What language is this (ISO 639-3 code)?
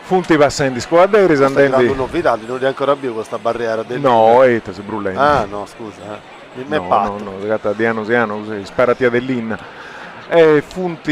srd